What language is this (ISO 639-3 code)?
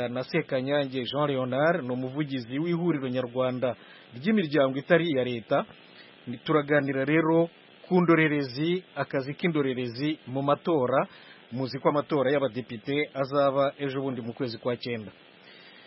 kin